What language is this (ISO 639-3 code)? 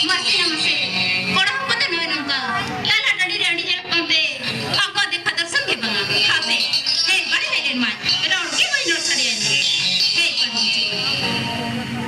sat